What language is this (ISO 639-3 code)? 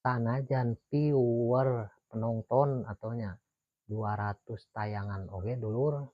sun